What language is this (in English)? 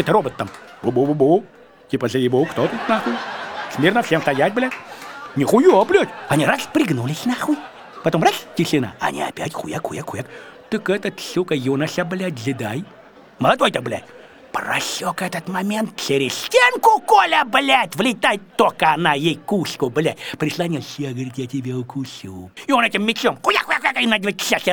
Russian